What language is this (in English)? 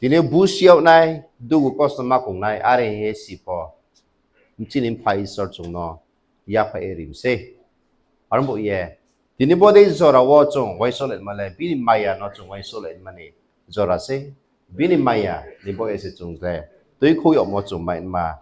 Riang (India)